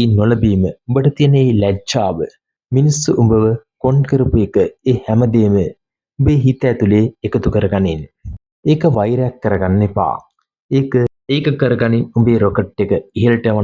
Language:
Sinhala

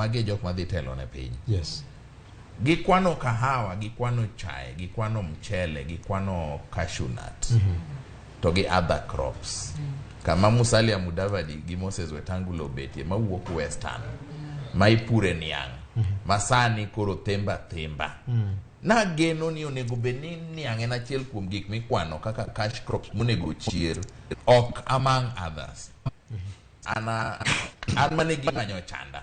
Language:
Luo (Kenya and Tanzania)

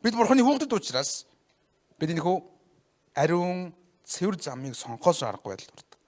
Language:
Mongolian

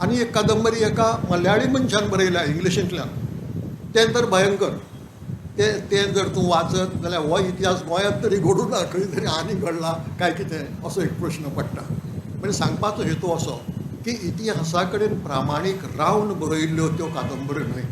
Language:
Konkani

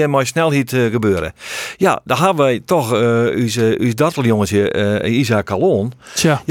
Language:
Western Frisian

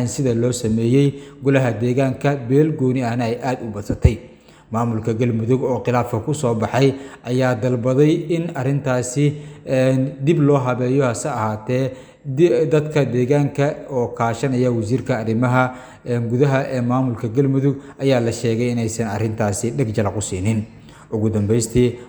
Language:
Somali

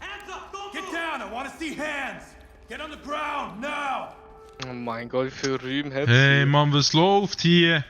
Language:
Swiss German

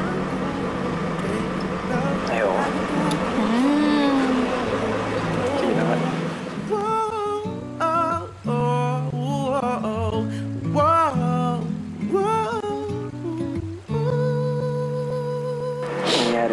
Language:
Filipino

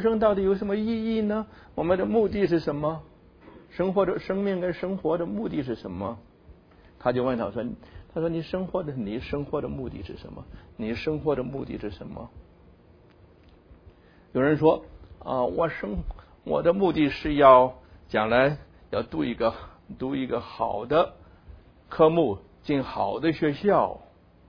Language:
Chinese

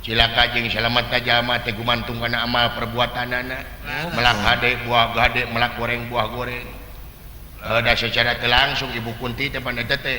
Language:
Sundanese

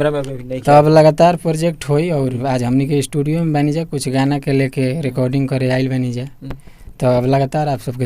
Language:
Bhojpuri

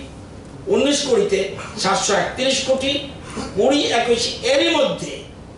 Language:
Bangla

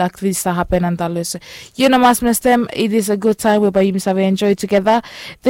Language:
Bislama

